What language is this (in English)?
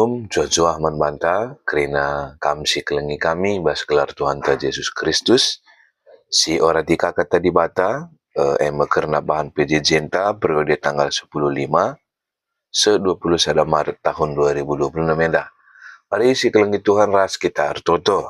Batak Karo